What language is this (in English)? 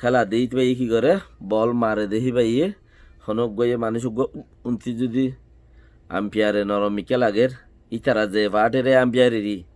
Rohingya